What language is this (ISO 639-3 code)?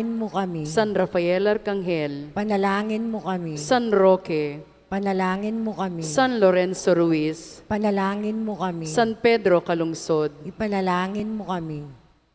pam